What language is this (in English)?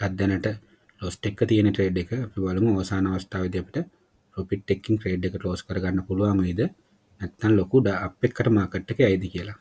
Sinhala